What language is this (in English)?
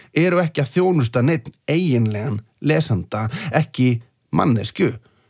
Icelandic